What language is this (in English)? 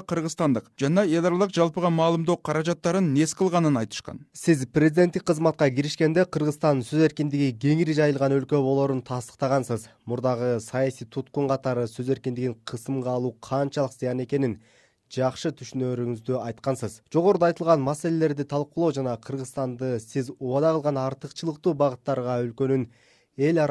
Kyrgyz